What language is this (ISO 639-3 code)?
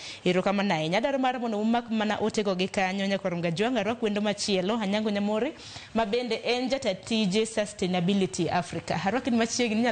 luo